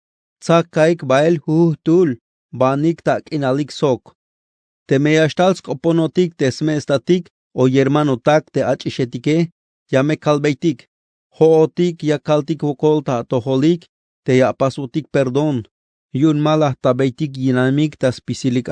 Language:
Tzeltal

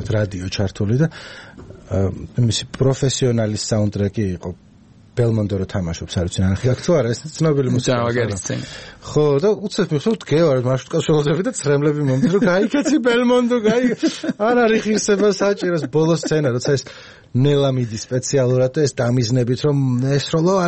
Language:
Georgian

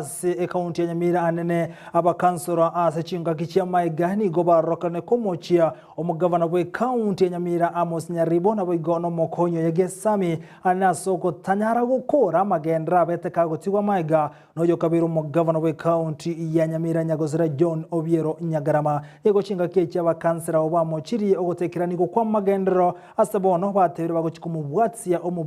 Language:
Gusii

